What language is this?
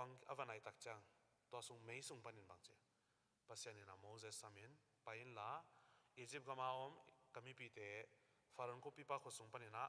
Tedim Chin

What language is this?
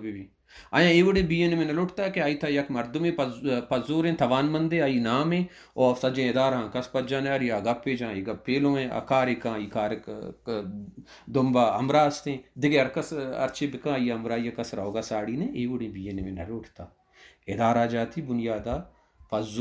Baluchi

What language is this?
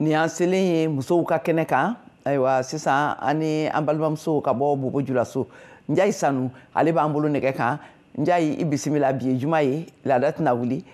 Bambara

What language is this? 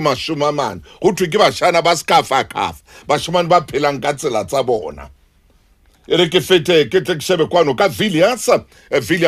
Southern Sotho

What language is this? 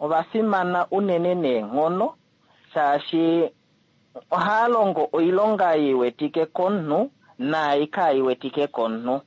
Kuanyama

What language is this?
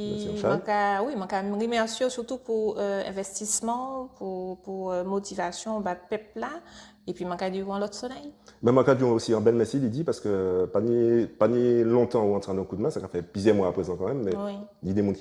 Guadeloupean Creole French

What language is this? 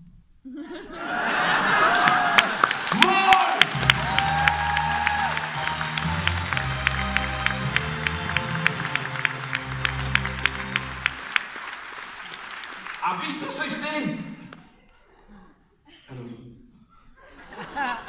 Czech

